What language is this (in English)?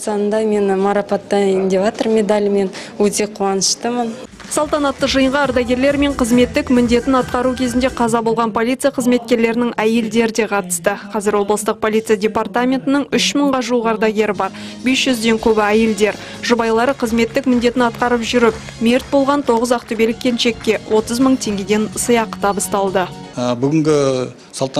Kazakh